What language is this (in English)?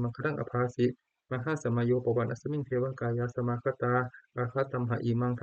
Pali